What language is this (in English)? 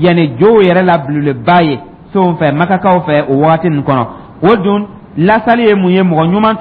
Dyula